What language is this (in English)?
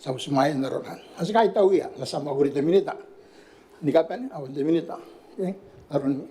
Gilbertese